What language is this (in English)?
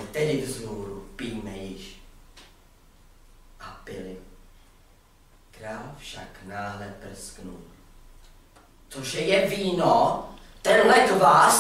Czech